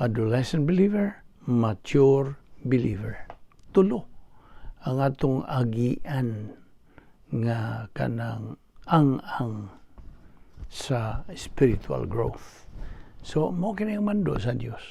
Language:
Cebuano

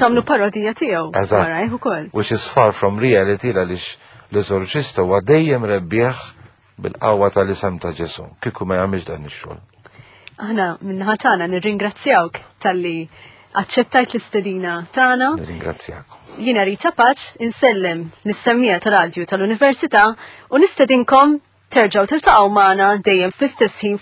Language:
Maltese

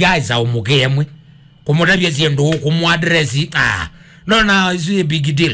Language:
Kamba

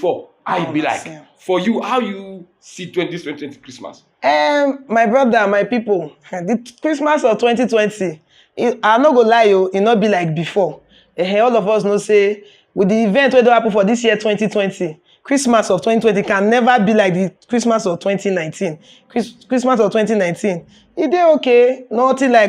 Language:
Nigerian Pidgin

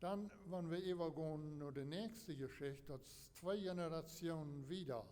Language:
Plautdietsch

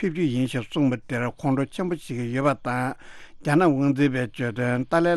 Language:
Tibetan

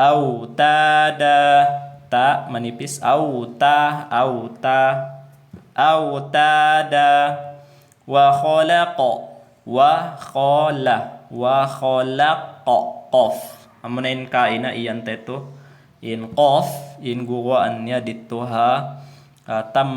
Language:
Tausug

